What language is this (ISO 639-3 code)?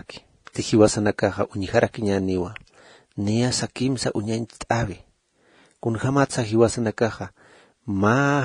aym